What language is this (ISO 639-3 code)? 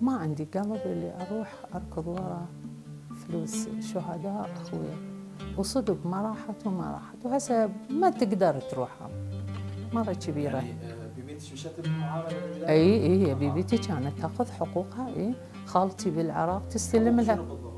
acm